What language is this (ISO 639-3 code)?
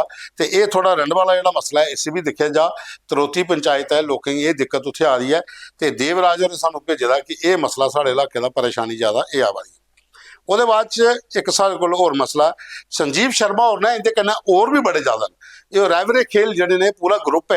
doi